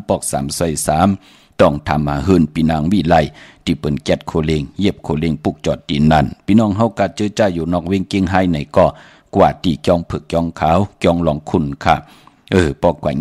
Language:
Shan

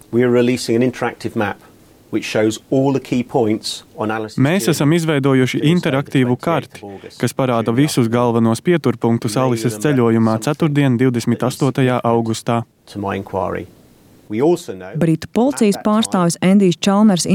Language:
Latvian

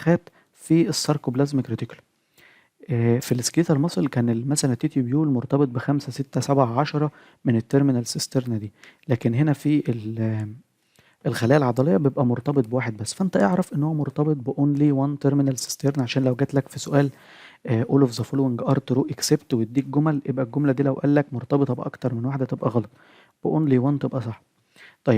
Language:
Egyptian Arabic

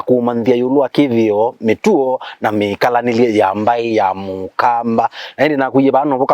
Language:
Kamba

